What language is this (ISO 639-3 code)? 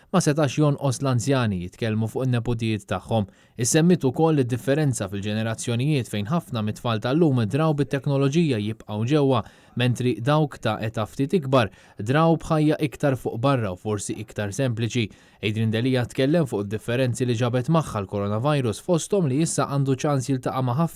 mlt